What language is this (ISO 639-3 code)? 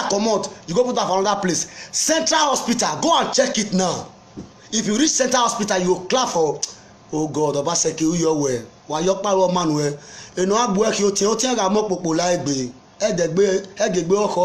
pcm